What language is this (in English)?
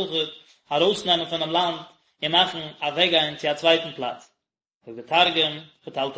Yiddish